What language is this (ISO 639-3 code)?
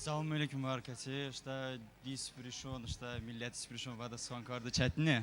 tly